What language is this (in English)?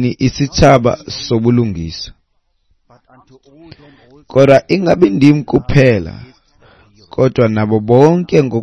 Xhosa